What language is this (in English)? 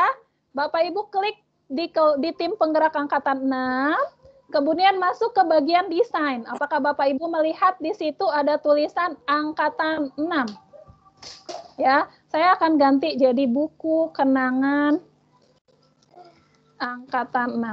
Indonesian